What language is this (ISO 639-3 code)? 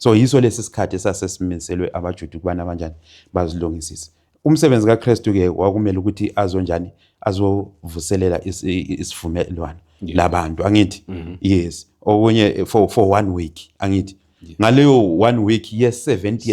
zul